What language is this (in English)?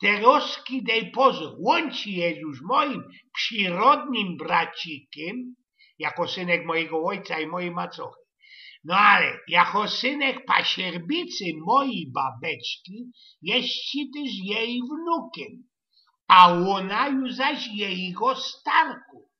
Silesian